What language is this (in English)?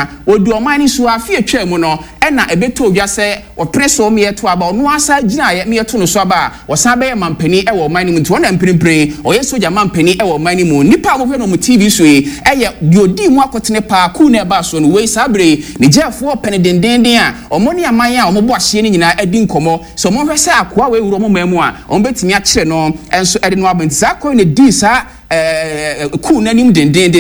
Akan